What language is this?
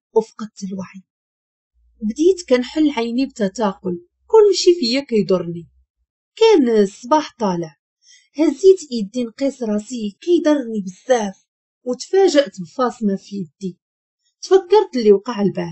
Moroccan Arabic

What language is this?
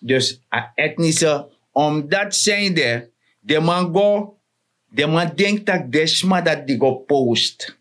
Sranan Tongo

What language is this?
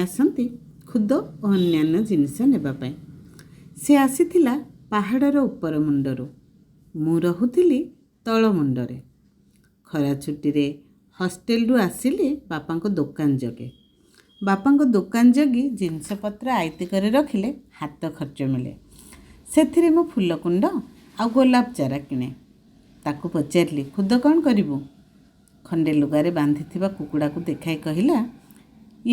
Odia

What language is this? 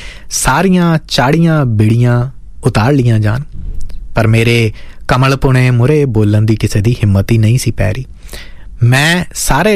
Punjabi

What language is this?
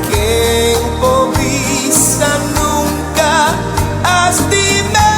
Papiamento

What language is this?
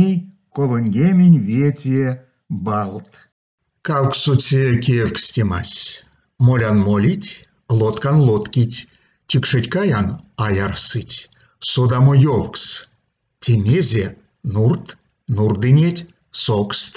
Erzya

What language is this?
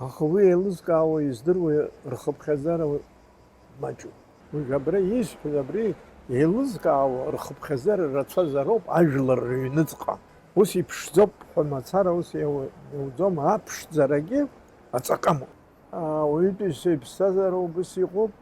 Abkhazian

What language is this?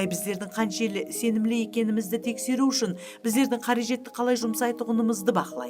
Kara-Kalpak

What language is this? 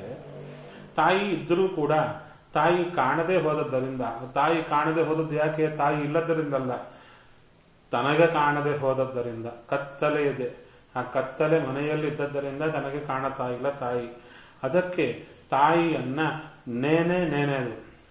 Kannada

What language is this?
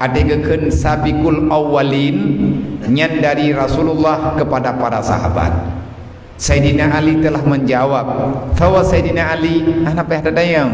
Achinese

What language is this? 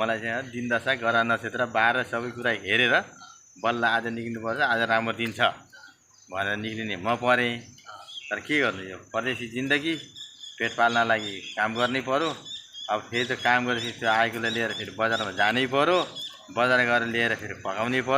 Nepali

